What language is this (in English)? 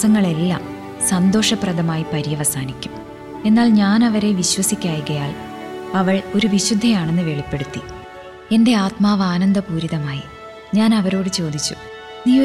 Malayalam